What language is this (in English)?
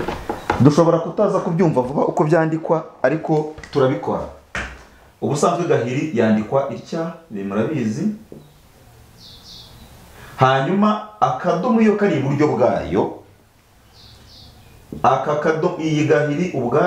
Kinyarwanda